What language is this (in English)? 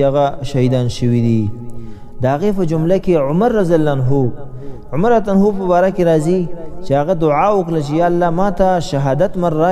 Pashto